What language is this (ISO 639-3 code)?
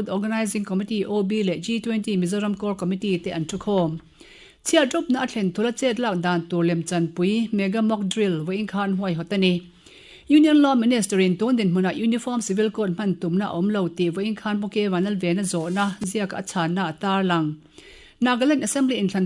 lus